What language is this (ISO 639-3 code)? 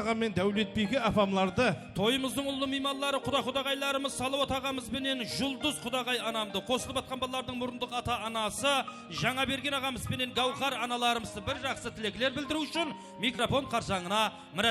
kaa